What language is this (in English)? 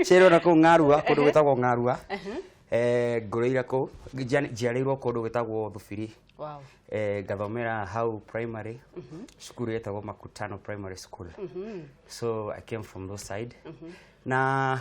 Kikuyu